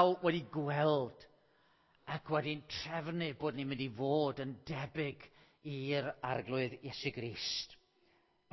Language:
Welsh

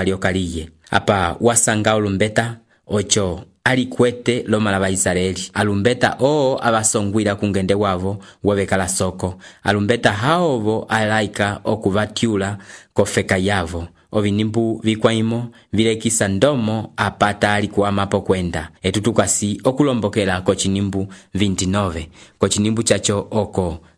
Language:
Umbundu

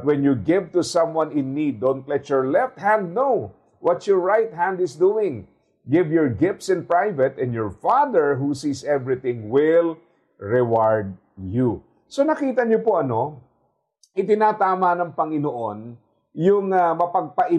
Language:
Filipino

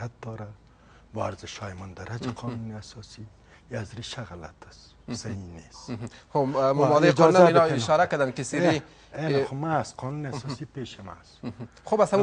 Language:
Persian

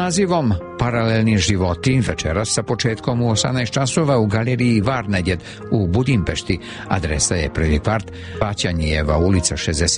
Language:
Serbian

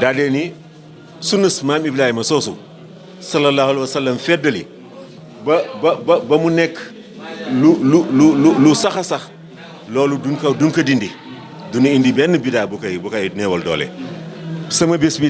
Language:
Wolof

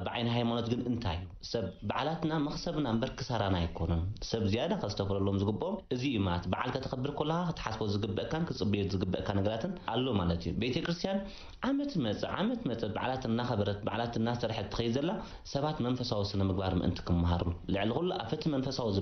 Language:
Tigrinya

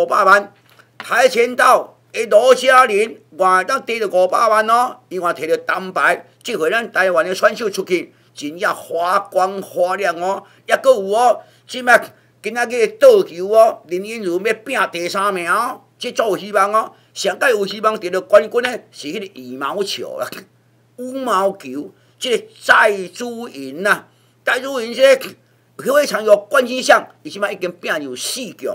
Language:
Min Nan Chinese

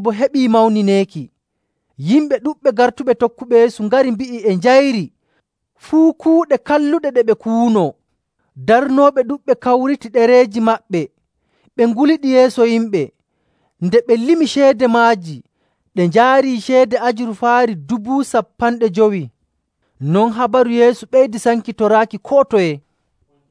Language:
Nigerian Fulfulde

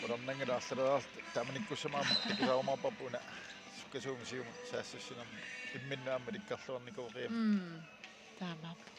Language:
Kalaallisut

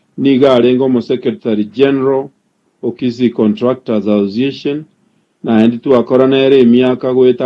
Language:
Gusii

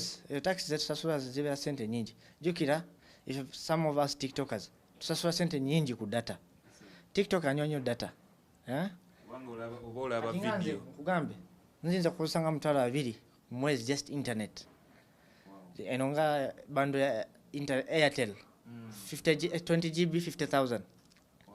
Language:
Ganda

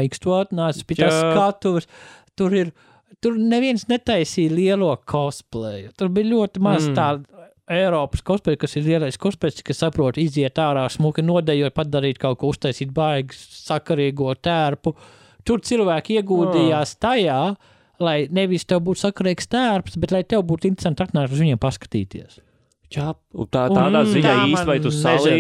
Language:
Latvian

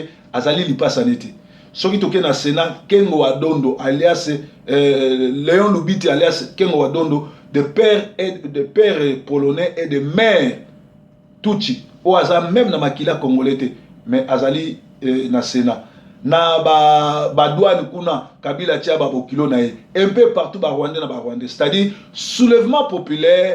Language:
Lingala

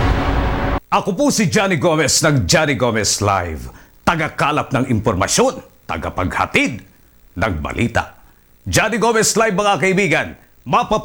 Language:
Filipino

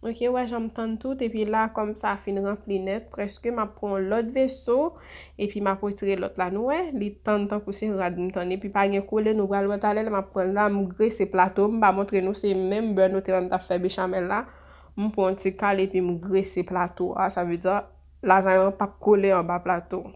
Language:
Haitian Creole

